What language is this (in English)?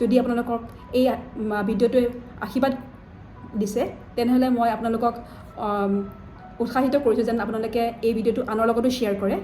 Assamese